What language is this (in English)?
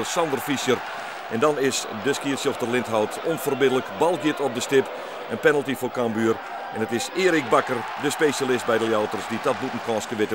Western Frisian